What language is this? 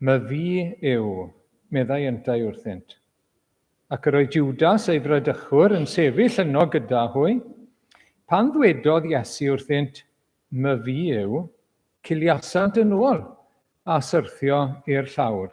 Welsh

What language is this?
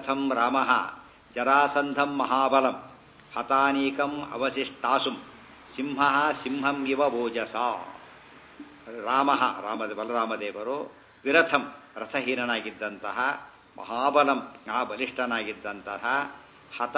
Kannada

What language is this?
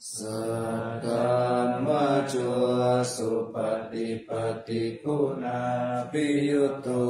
Pali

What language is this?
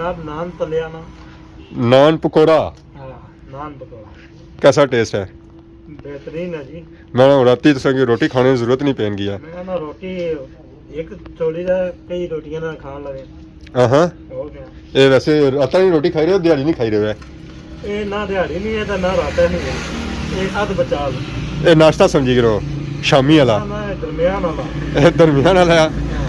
Pahari-Potwari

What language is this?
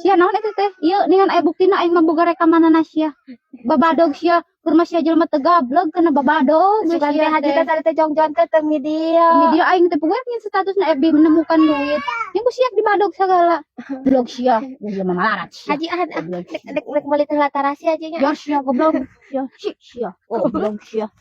Sundanese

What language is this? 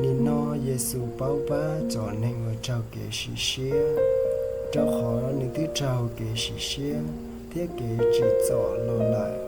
Hmong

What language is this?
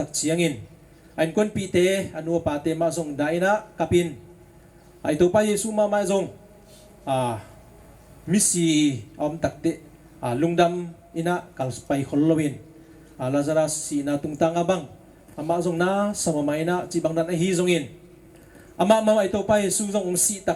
Tedim Chin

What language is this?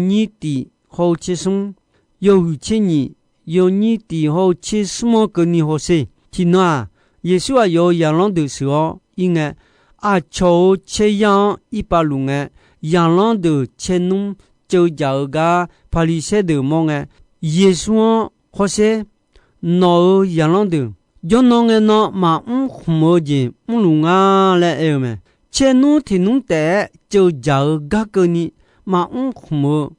Akha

